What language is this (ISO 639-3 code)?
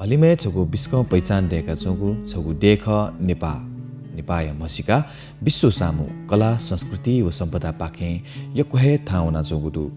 new